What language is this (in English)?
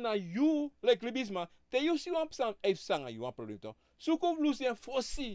Sranan Tongo